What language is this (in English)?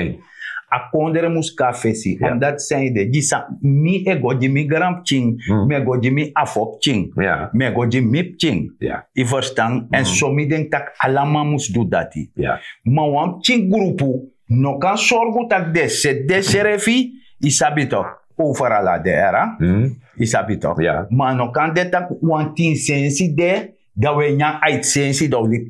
Sranan Tongo